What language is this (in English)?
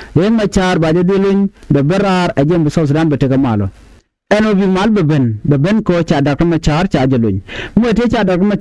Nuer